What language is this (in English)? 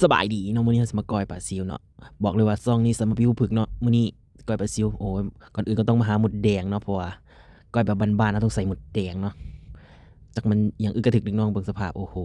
Lao